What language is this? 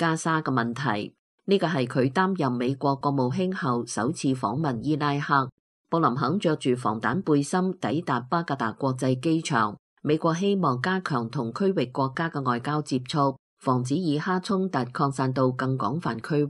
Cantonese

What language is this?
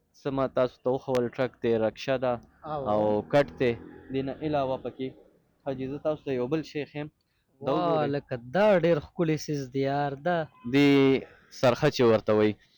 Pashto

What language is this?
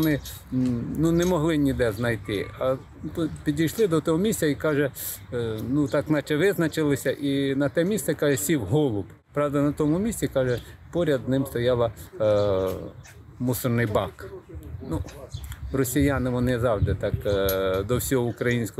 Ukrainian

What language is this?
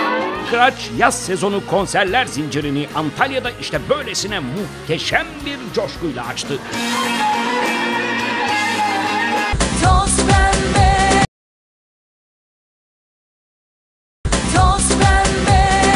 Turkish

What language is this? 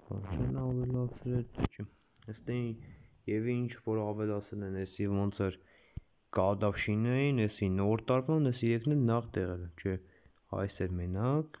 Armenian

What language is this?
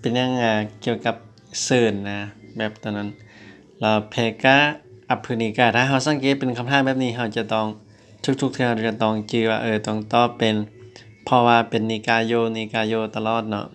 Lao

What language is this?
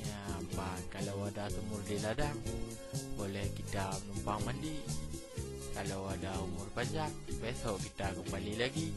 Achinese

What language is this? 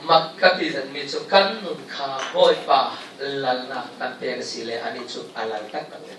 Falam Chin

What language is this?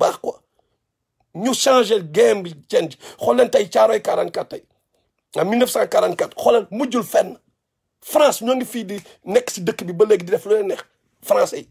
Wolof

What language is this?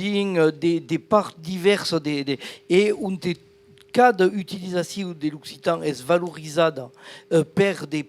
Occitan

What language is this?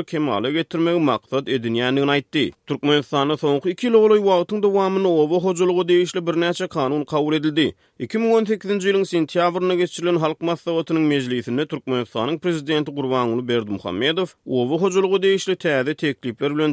Turkmen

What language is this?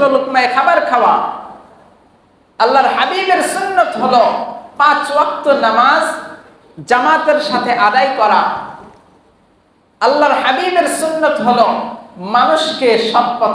Bangla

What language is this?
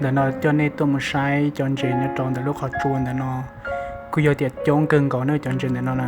Hmong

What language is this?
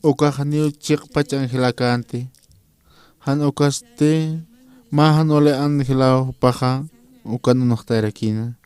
Aymara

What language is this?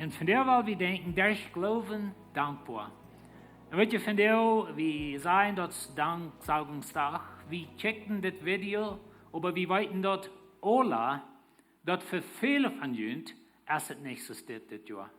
Plautdietsch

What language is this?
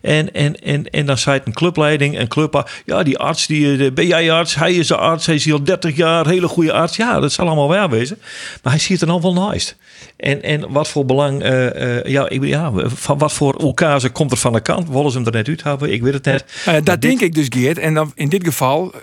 Western Frisian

